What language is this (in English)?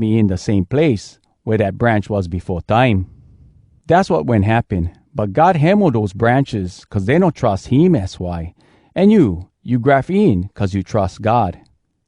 Hawai'i Creole English